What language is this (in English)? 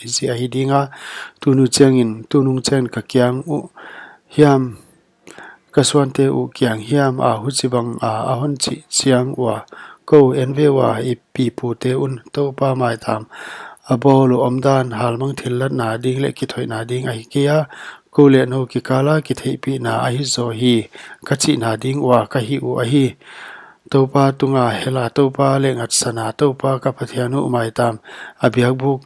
Paite Chin